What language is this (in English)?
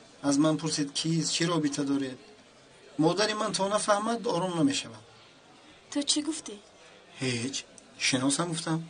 Tajik